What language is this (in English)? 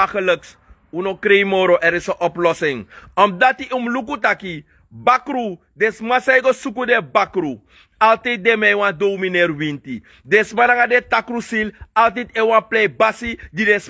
Sranan Tongo